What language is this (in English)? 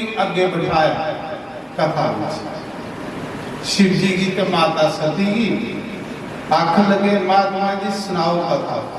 Dogri